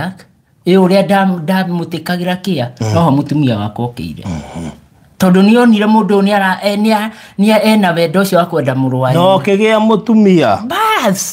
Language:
Kikuyu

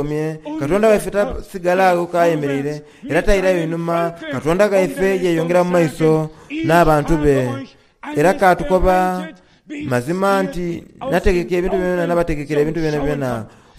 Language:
Soga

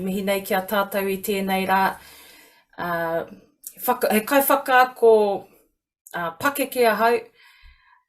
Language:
Māori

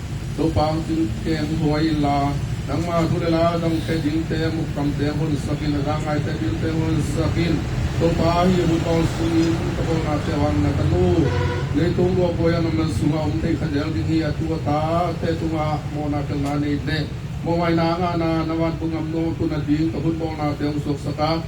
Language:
Tedim Chin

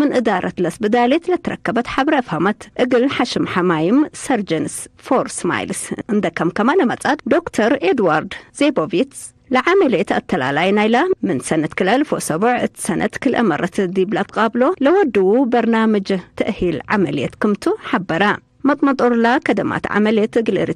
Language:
Tigre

